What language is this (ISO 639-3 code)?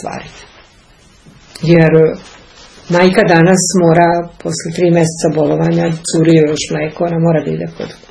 srp